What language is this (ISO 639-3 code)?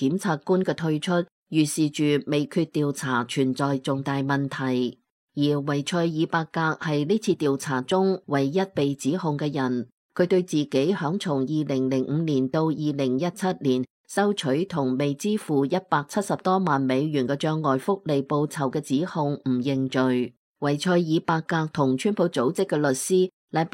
yue